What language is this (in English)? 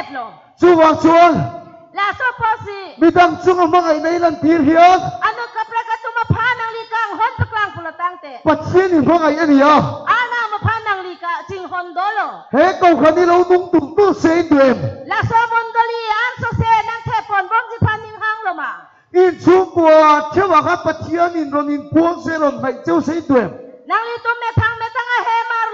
Karbi